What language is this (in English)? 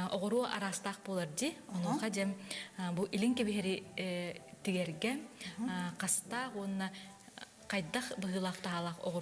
Yakut